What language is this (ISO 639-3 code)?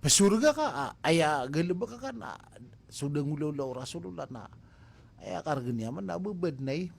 mrw